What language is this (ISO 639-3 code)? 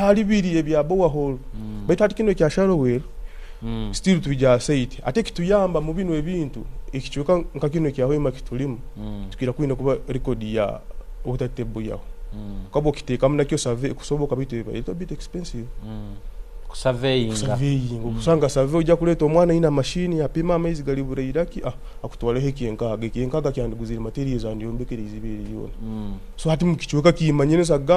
nyo